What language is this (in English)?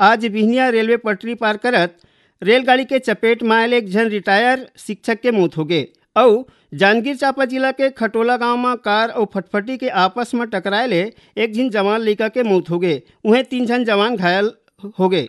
Chhattisgarhi